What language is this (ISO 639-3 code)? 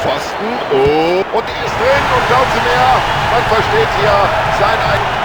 bar